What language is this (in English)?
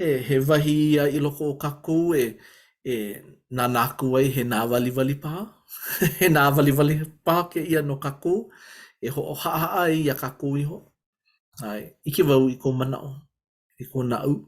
Hawaiian